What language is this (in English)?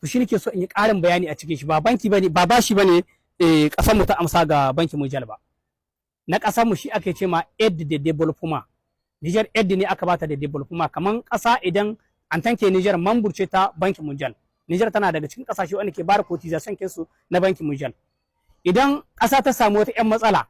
Hausa